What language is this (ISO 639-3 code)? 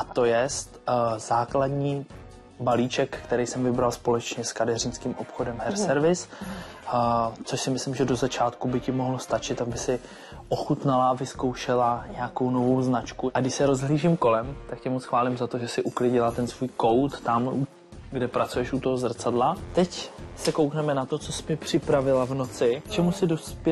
ces